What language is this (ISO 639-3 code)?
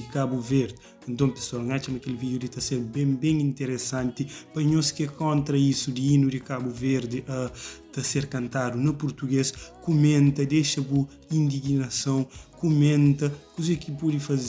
kea